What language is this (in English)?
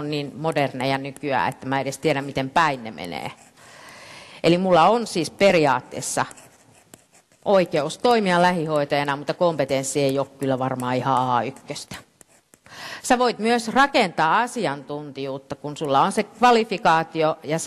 Finnish